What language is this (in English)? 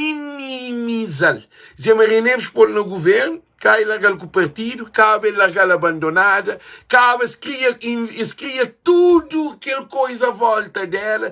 Kabuverdianu